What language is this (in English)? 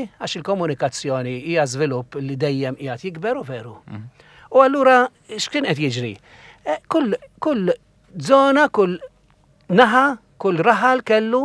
Maltese